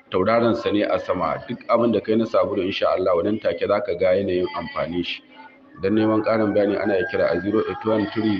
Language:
Hausa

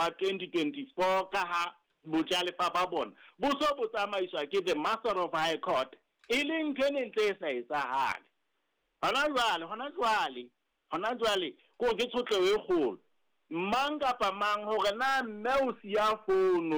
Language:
Southern Sotho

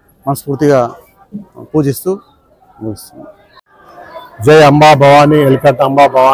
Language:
Telugu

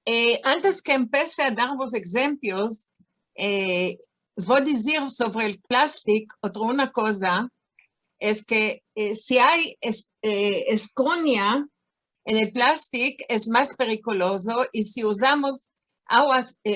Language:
Ladino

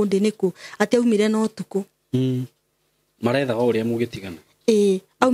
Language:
Kikuyu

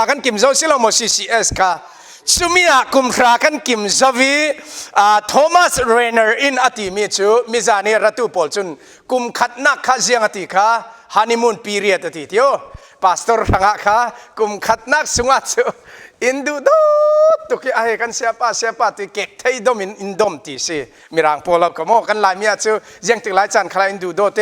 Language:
Falam Chin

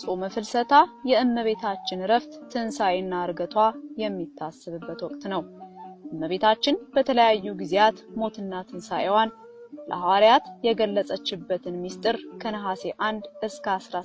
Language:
Amharic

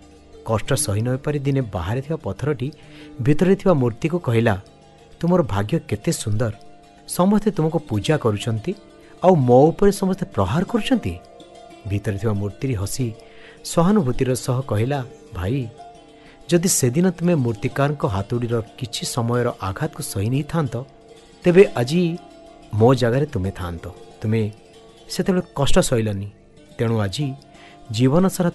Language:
Odia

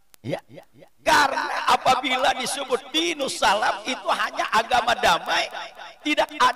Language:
Indonesian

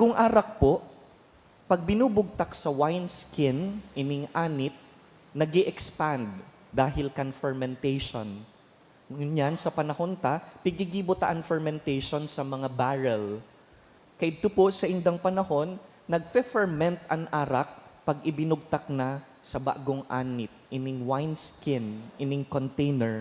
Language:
Bikol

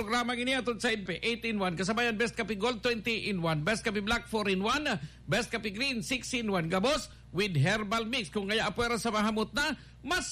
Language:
Bikol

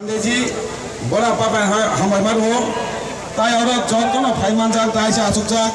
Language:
Kok Borok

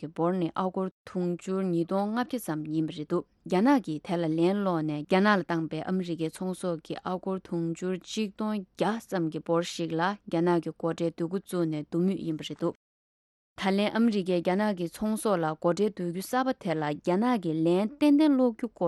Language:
Tibetan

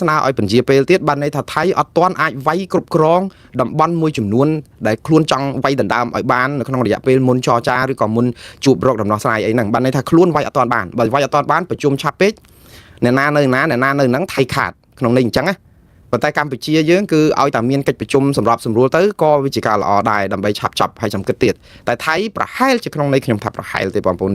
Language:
Khmer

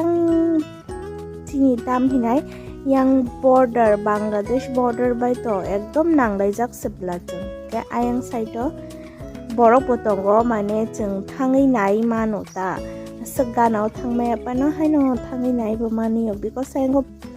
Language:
Kok Borok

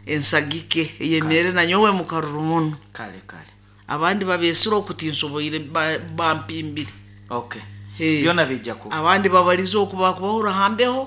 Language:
Nyoro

